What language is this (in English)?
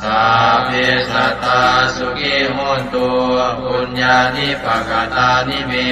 Pali